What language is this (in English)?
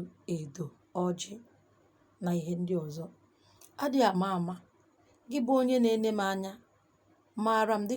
Igbo